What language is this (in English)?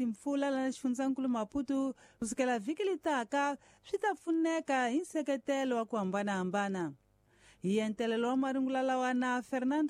Tsonga